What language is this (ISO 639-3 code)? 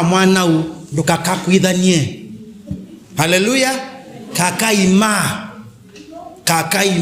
kam